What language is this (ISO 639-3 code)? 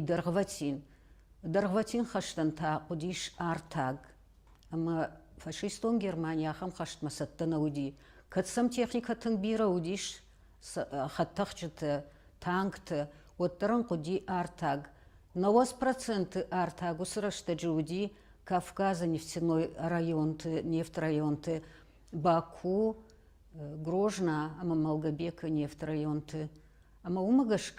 oss